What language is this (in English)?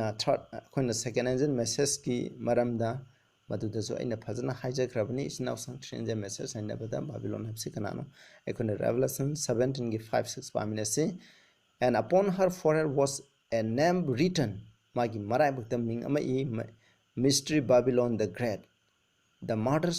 Manipuri